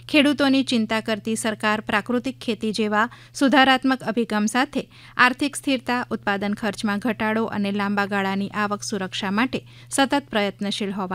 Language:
Gujarati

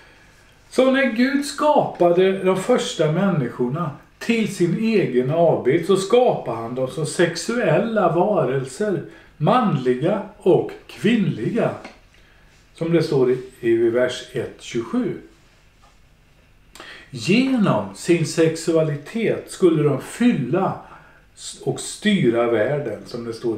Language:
Swedish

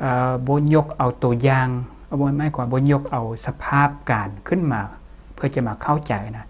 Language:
Lao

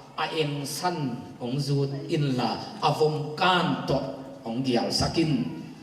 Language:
Tedim Chin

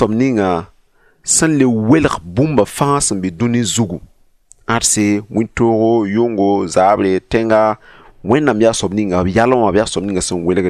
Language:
Mossi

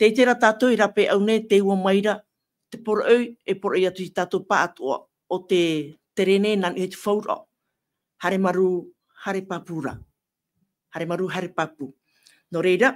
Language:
Tahitian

